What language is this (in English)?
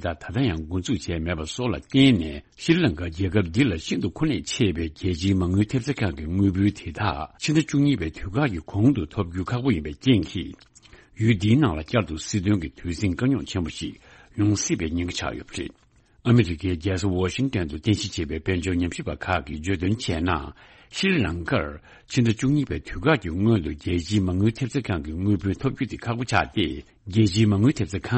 Tibetan